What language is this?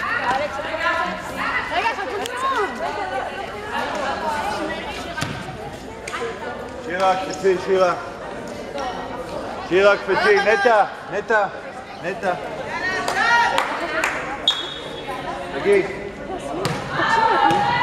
Hebrew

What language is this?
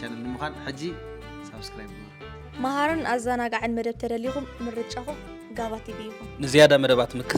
Tigrinya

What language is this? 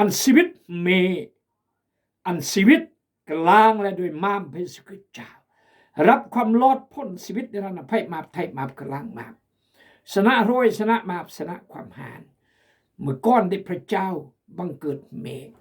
Khmu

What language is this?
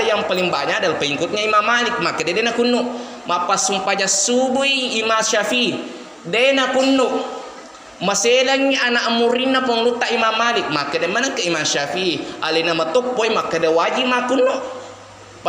Buginese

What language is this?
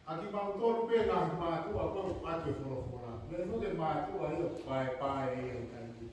Tongan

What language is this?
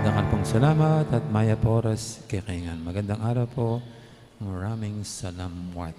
Pampanga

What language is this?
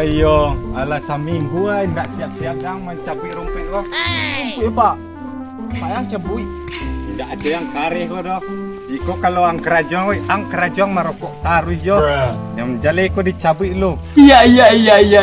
Minangkabau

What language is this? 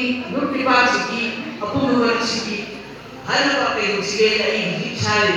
Manipuri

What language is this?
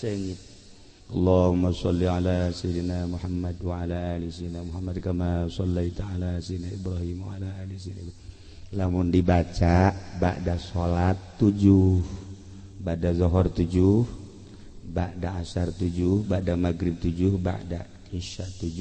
Sundanese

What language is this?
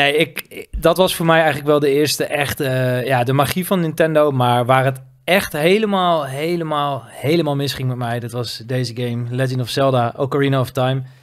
Dutch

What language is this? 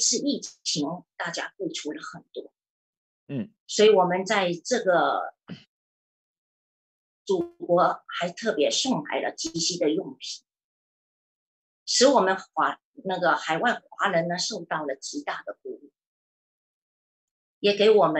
Chinese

